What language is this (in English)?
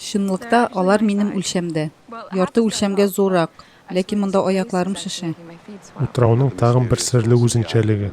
Tatar